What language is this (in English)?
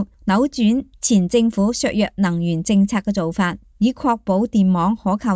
Cantonese